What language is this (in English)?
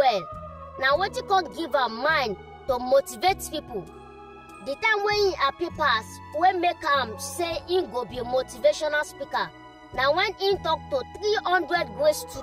Nigerian Pidgin